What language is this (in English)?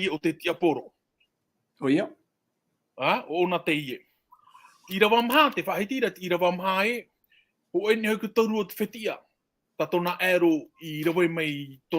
Tahitian